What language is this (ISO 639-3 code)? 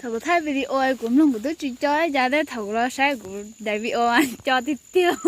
hmn